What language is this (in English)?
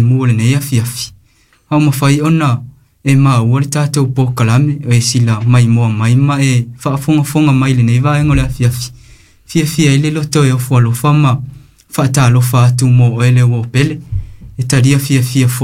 Samoan